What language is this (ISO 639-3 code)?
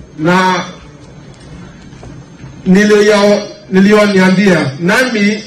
swa